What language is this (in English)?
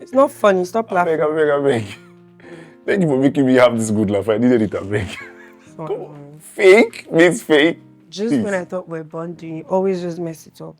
Nigerian Pidgin